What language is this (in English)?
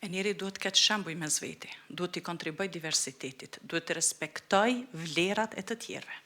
Albanian